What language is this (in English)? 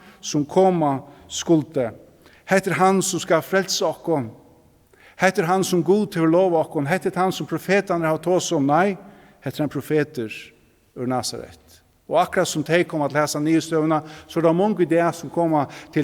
Faroese